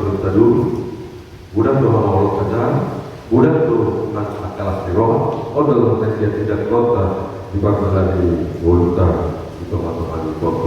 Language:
Batak Toba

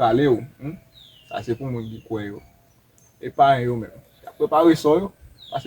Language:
Haitian Creole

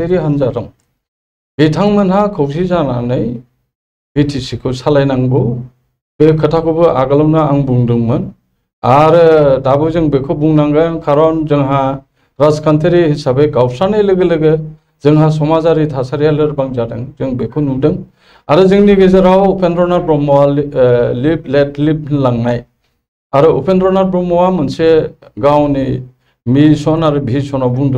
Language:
Bodo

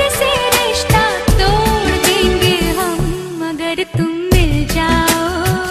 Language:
Hindi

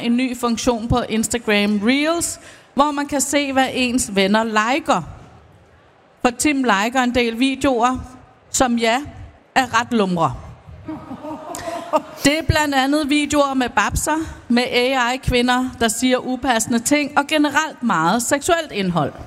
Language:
Danish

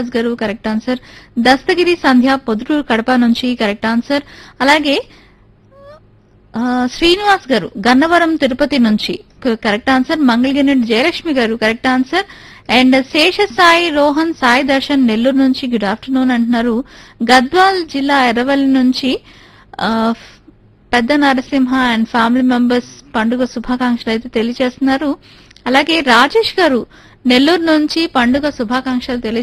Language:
Telugu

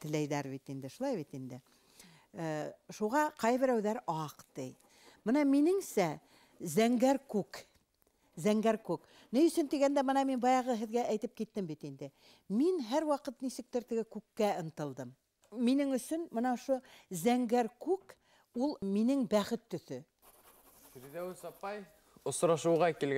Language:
Bashkir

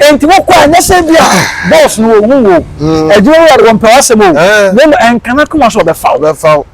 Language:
Akan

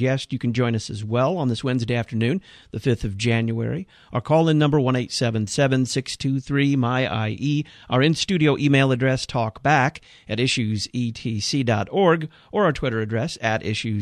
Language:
English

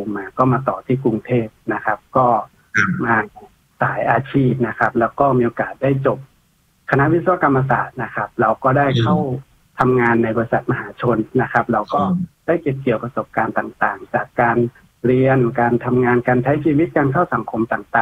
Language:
Thai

